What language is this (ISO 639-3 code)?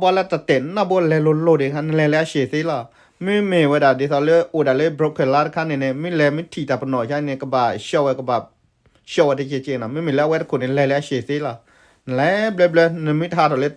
ksw